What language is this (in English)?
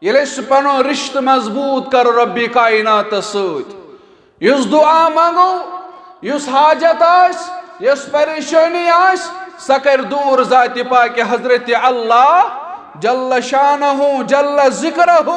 Kashmiri